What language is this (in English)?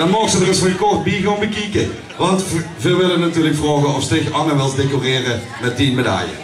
Limburgish